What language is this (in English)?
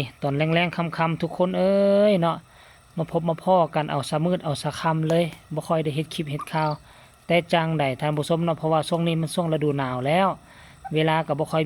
Lao